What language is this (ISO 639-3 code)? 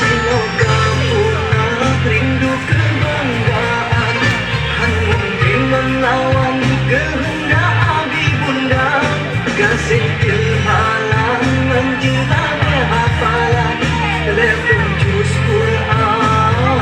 ace